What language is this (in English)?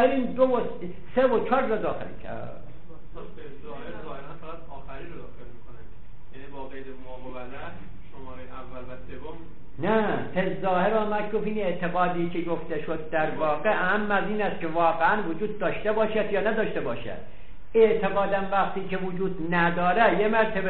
Persian